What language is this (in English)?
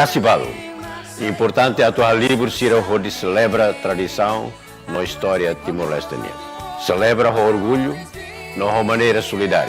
Tetum